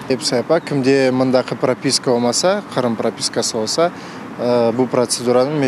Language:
Crimean Tatar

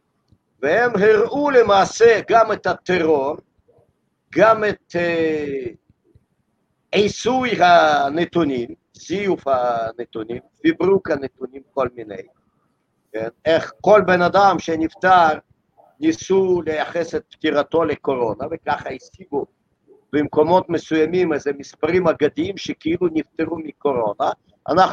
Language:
Hebrew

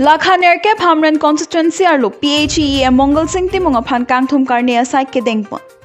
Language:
Karbi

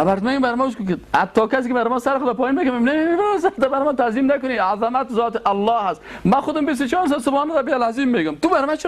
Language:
Persian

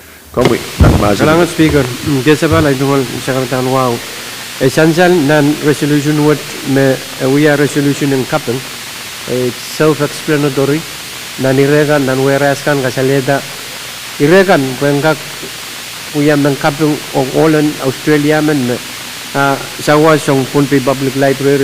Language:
Pohnpeian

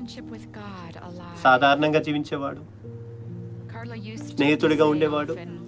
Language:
Telugu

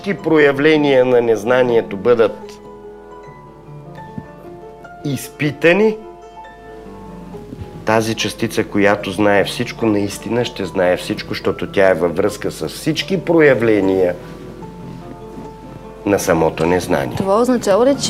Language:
Bulgarian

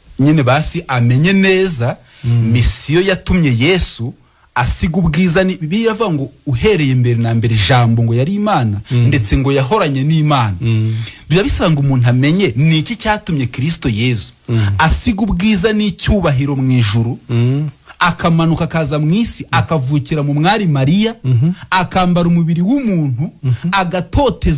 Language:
Kinyarwanda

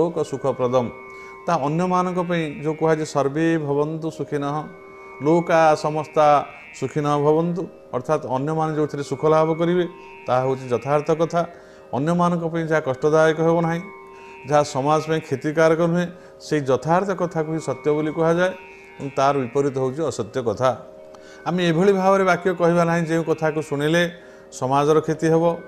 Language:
Odia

